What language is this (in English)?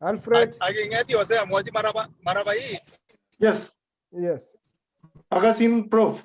Kalenjin